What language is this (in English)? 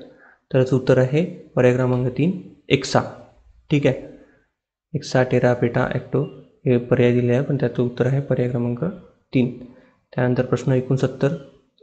Marathi